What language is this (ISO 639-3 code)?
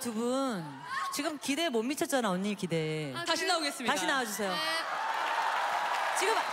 kor